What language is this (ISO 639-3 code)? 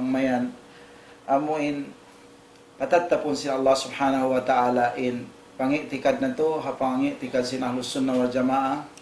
tsg